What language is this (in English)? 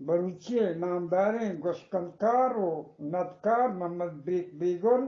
Eastern Balochi